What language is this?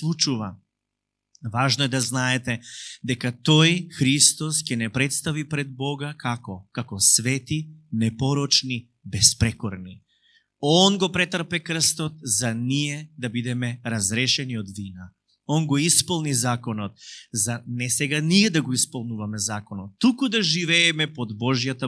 Macedonian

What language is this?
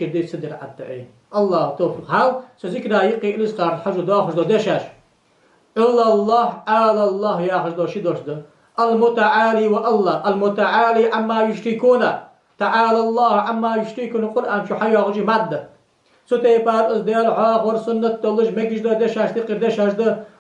Ingush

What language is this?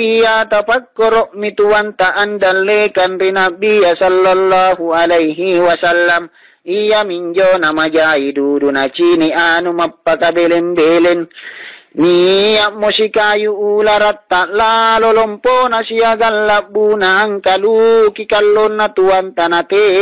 Makasar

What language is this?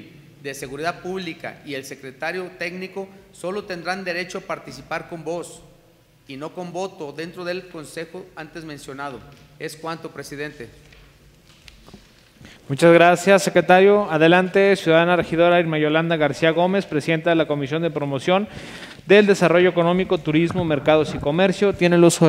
Spanish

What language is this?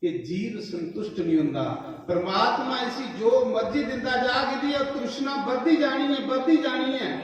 Dogri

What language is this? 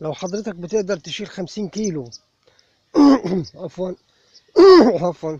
Egyptian Arabic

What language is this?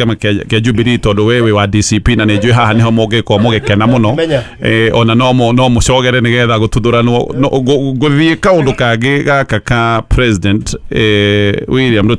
Kikuyu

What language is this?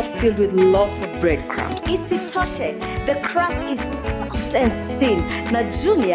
Kamba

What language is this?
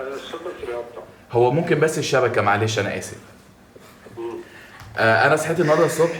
Egyptian Arabic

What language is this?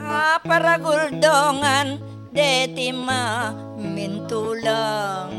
Pampanga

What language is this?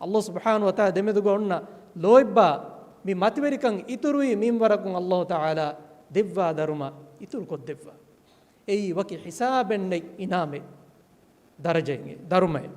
Divehi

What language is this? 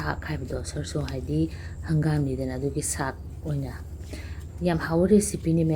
Manipuri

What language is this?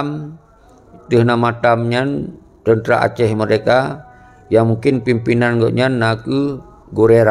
Achinese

